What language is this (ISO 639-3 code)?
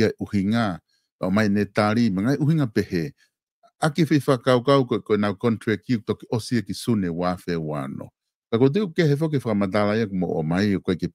ton